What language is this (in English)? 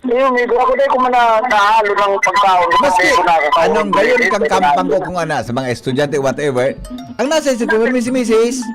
Bikol